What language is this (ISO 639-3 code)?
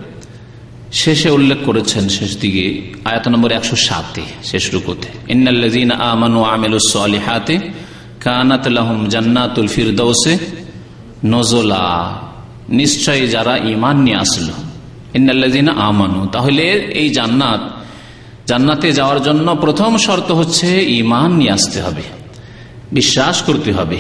ben